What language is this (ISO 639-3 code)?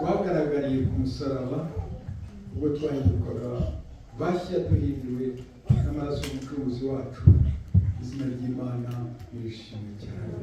kin